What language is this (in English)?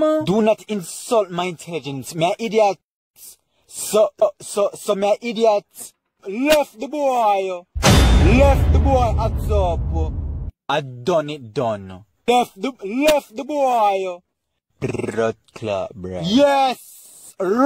Jamaican Creole English